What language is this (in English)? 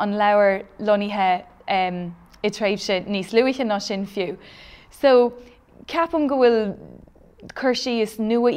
Irish